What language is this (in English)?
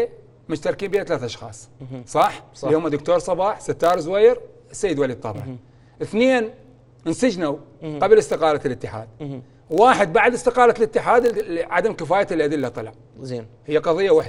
Mesopotamian Arabic